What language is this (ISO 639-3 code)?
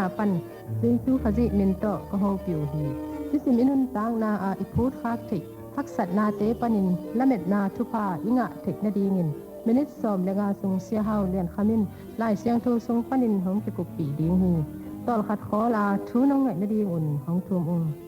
ctd